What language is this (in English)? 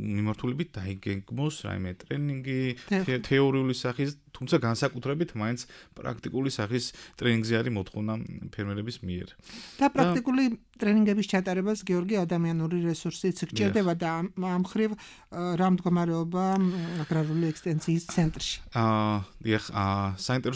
Georgian